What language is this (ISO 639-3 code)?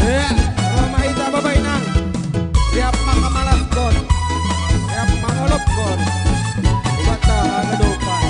bts